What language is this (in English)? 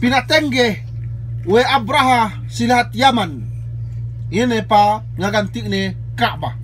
Yakan